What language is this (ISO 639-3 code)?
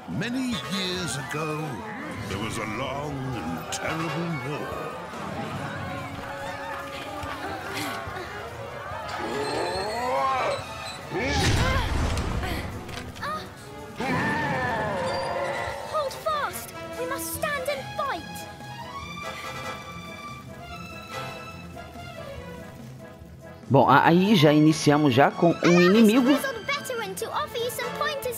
por